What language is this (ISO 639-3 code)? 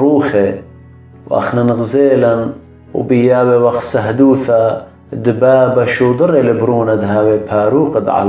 aii